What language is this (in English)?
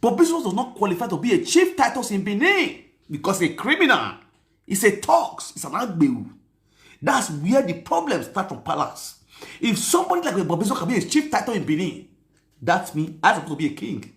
Nigerian Pidgin